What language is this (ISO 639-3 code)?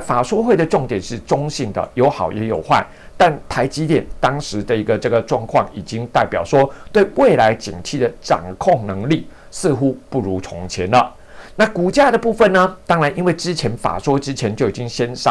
zho